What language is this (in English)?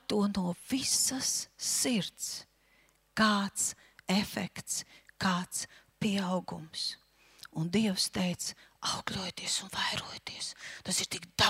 Latvian